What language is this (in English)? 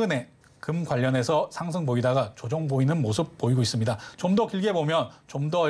Korean